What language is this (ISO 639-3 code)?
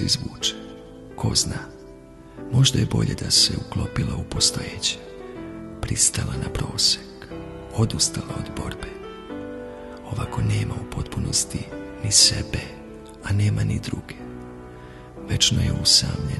srp